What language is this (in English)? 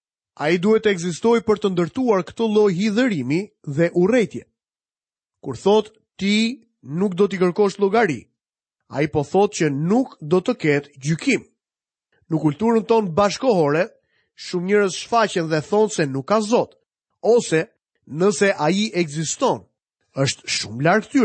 Albanian